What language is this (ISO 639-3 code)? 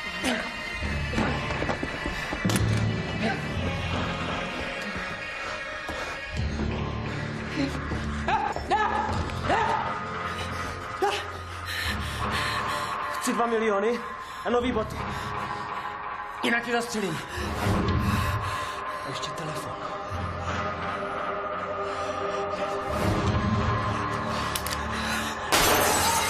ces